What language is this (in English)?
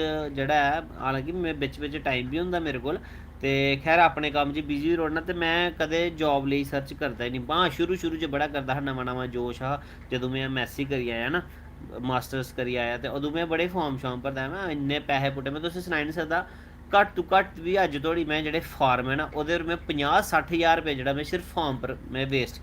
Dogri